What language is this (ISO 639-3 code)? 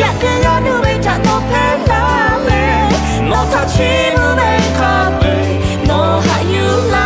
lhu